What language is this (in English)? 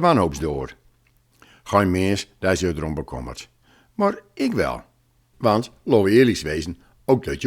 Gronings